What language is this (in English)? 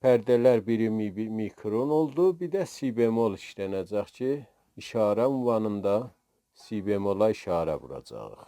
South Azerbaijani